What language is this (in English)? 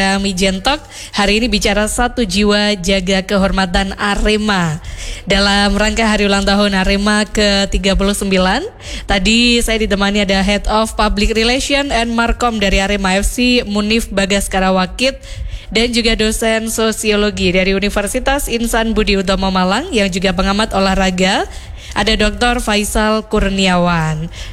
Indonesian